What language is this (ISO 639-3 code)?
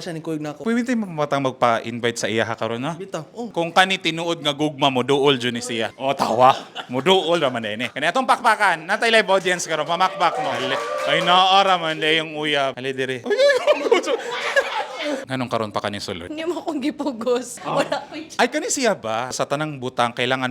ceb